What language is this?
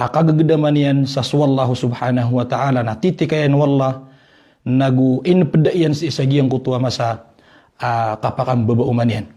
Maranao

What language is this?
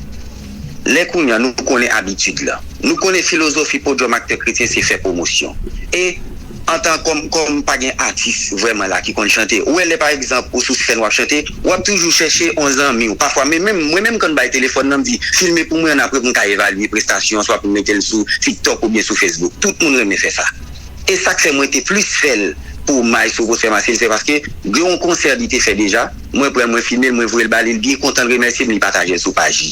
Haitian Creole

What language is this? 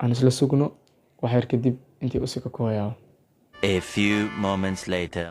Somali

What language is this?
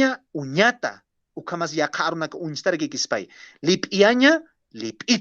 Aymara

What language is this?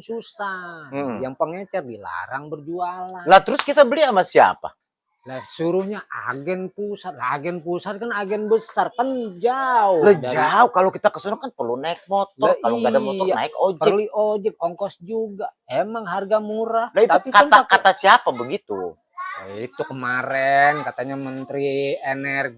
Betawi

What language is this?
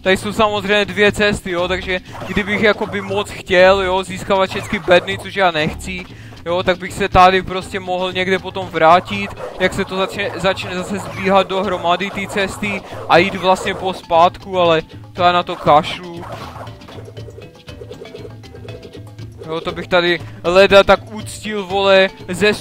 Czech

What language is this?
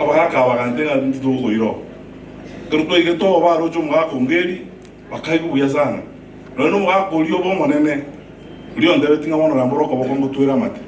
Gusii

